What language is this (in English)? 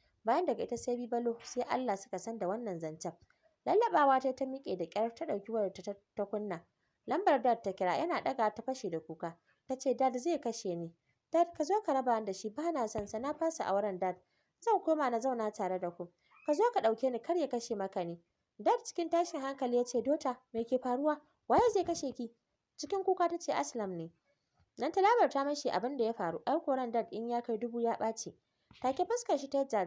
Hausa